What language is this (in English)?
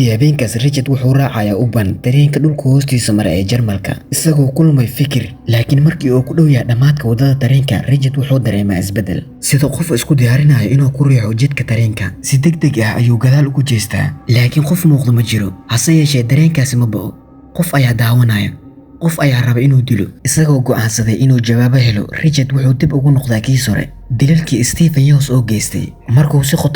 Somali